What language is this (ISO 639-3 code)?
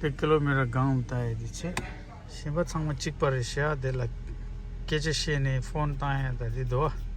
bod